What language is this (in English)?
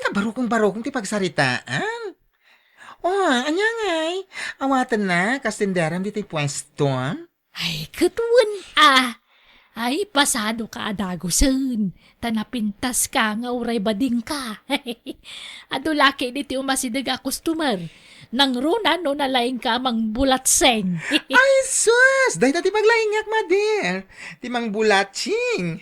Iloko